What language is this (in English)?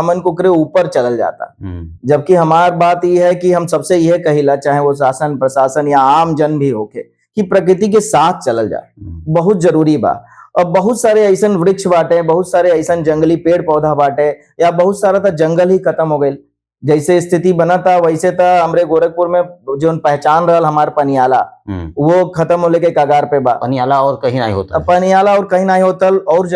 Bhojpuri